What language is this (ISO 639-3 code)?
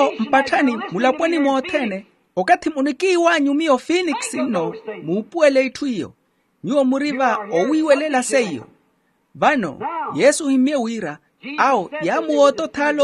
vmw